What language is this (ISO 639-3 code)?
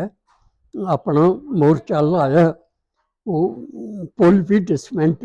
doi